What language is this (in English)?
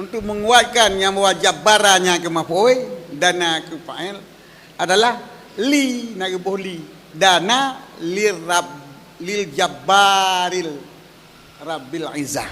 Achinese